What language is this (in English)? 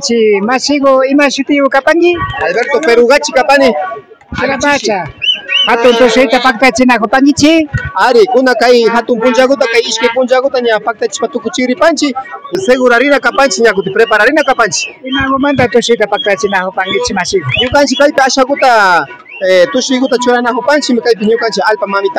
Imbabura Highland Quichua